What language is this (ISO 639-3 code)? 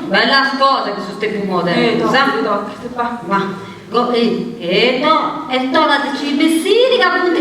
srd